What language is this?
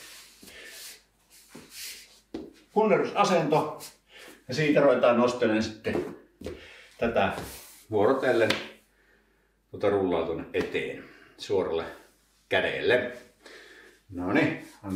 Finnish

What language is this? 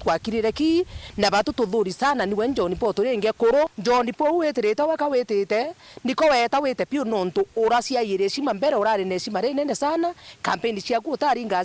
Meru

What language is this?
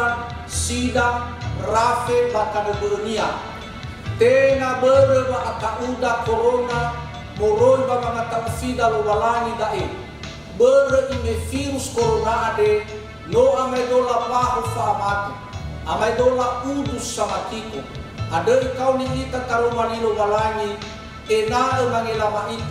Nias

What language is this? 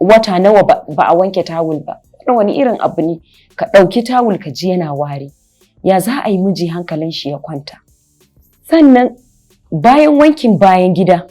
Hausa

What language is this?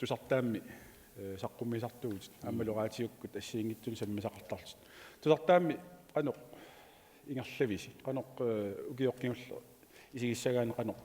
Kalaallisut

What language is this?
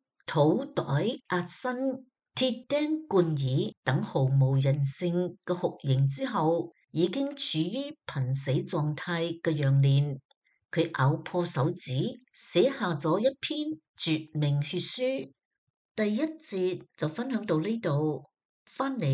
Cantonese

